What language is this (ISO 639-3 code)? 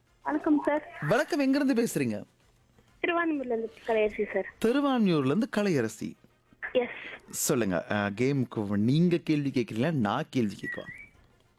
tam